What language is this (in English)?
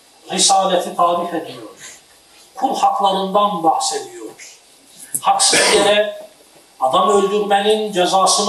Turkish